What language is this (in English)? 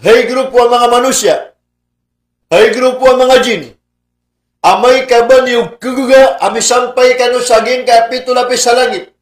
Maranao